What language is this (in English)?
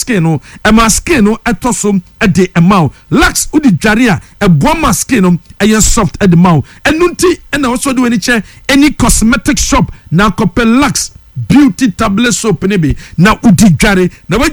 Akan